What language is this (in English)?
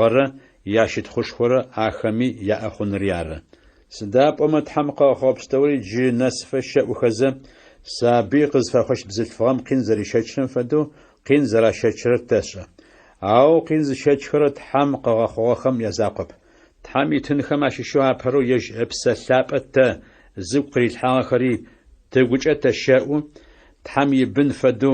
Adyghe